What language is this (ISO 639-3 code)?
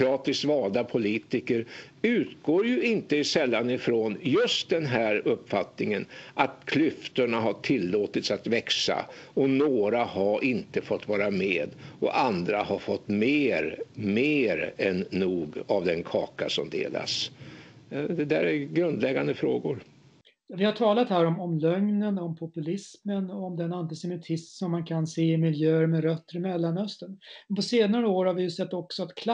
swe